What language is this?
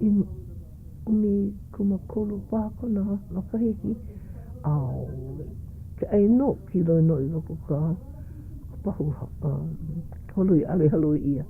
Hawaiian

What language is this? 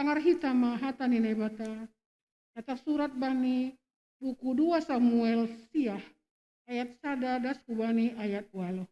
Batak Simalungun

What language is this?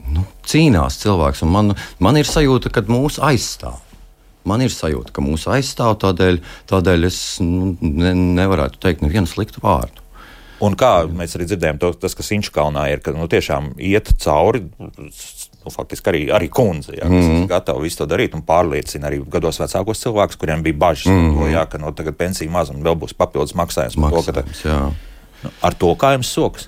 Latvian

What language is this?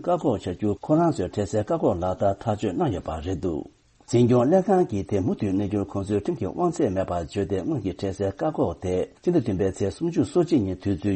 Tibetan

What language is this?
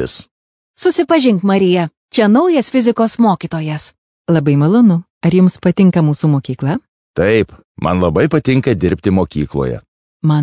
Lithuanian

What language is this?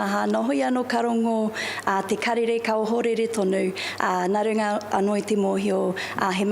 Māori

